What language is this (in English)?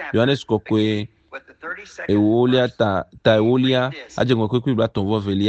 Ewe